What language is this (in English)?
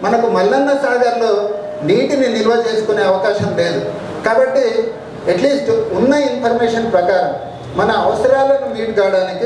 Telugu